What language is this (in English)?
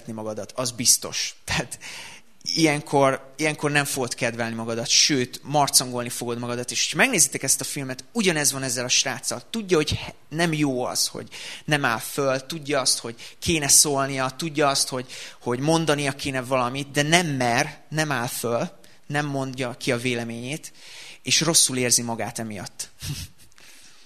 Hungarian